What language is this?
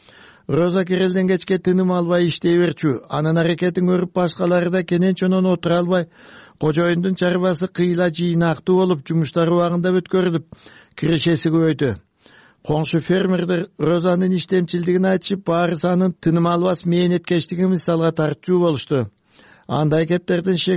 Kyrgyz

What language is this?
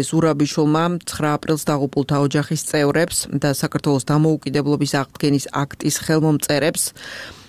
Georgian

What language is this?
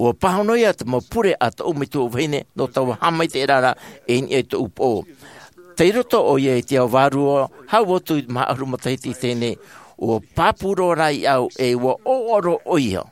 Tahitian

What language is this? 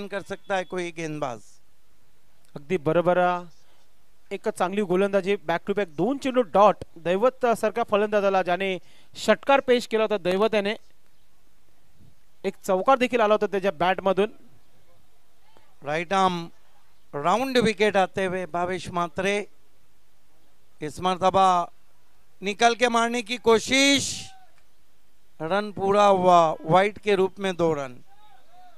Marathi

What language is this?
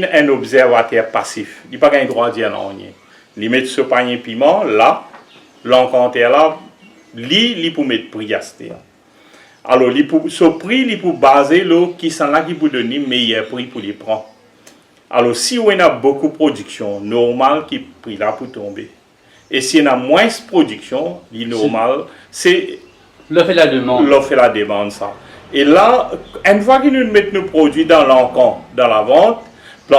Morisyen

